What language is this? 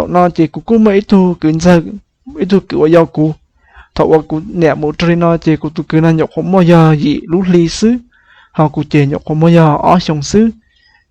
Hmong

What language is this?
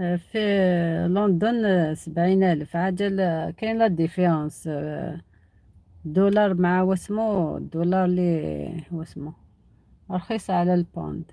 Algerian Arabic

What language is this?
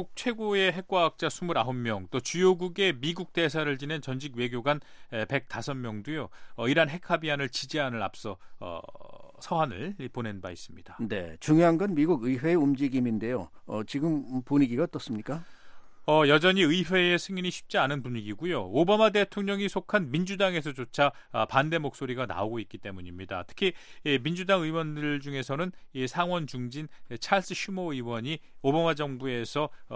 Korean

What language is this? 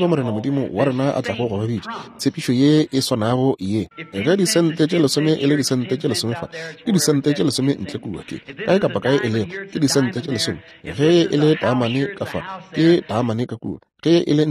Northern Sotho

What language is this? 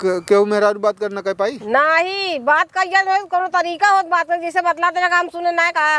Awadhi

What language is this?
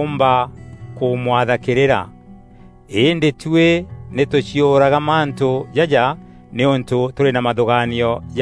Meru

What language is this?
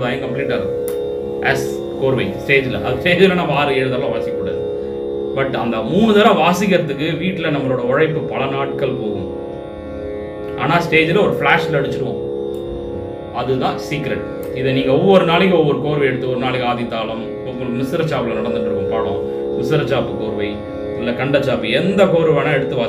Tamil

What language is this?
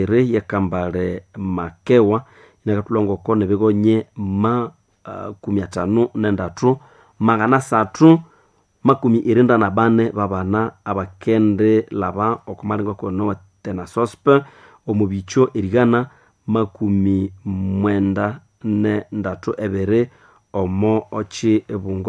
Nande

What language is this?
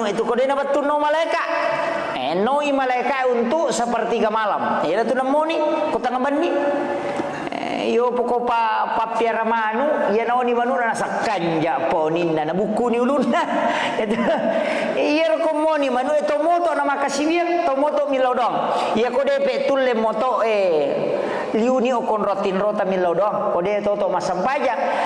Buginese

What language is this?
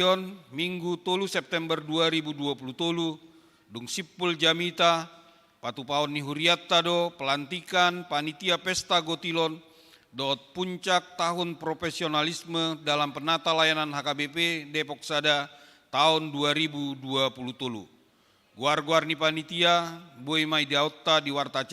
Batak Toba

